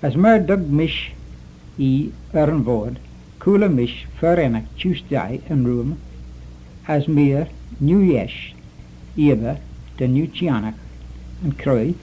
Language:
Manx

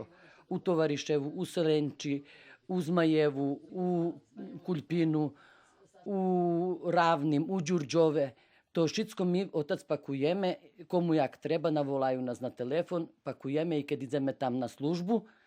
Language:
Rusyn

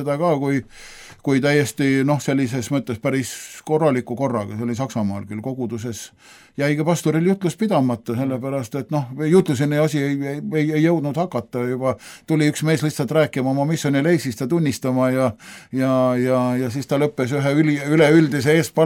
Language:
Estonian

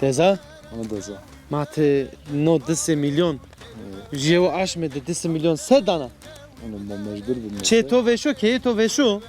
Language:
Zaza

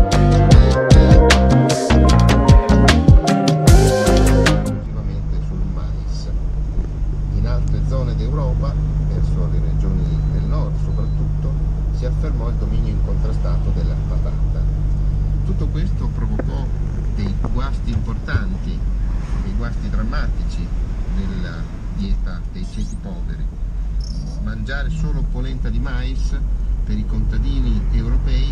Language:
Italian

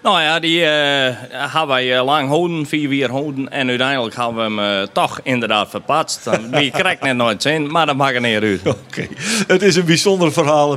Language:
Western Frisian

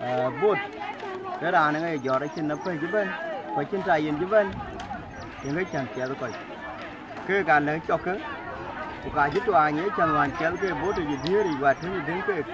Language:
Dinka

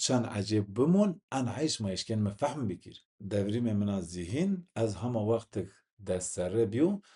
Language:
Zaza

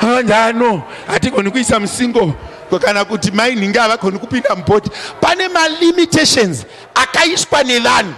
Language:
Shona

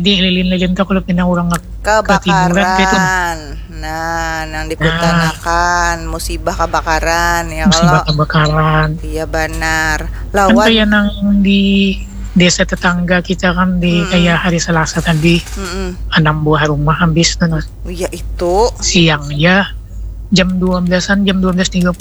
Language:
Banjar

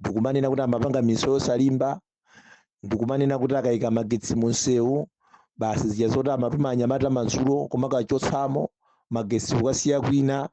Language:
Nyanja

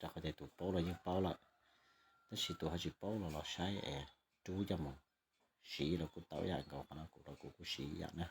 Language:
Hmong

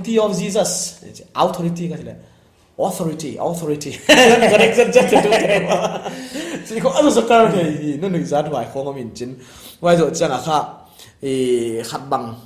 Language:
Paite Chin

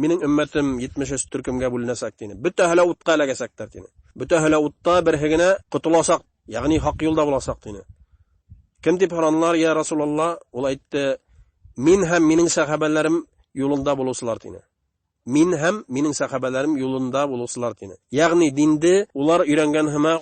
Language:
Bashkir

